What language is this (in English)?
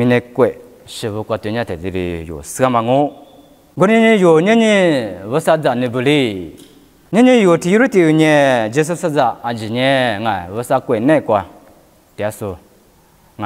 Lisu